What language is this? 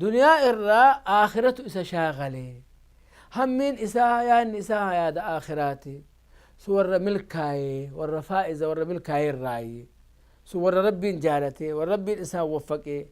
Oromo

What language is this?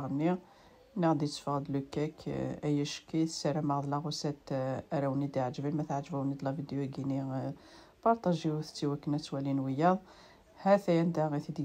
Kabyle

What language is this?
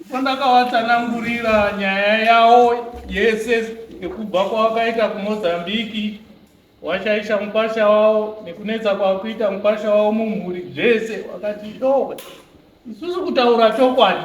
Shona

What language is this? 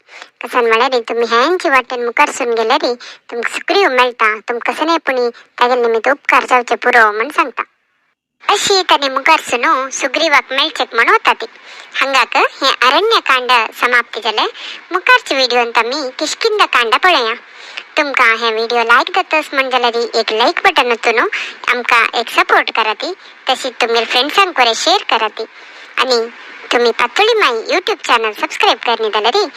Konkani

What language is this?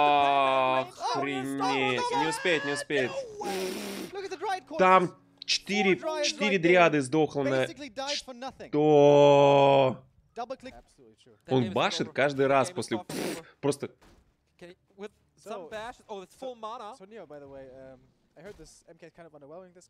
Russian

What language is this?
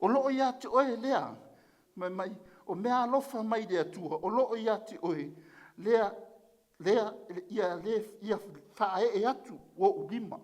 Samoan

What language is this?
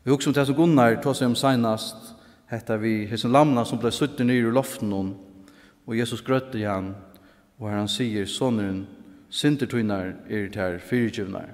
Faroese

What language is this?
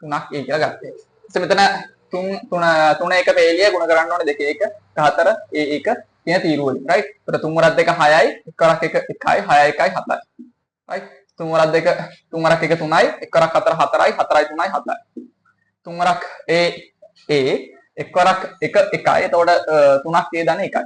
Sinhala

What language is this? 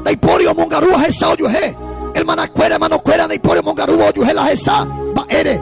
Guarani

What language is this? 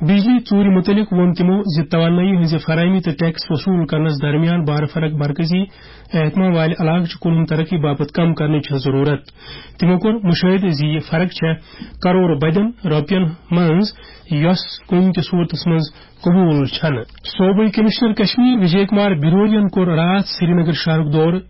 Kashmiri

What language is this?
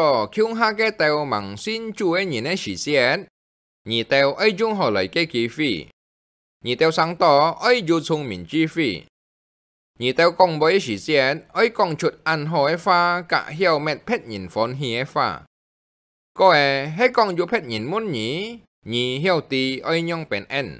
Hakka Chinese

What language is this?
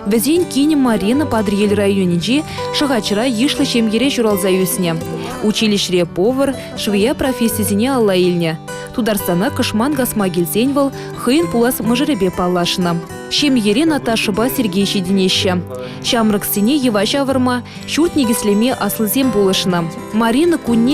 Chuvash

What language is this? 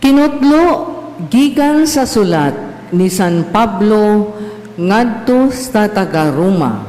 Cebuano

